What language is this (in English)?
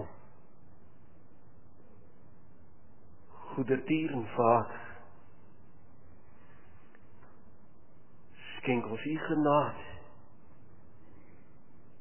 Afrikaans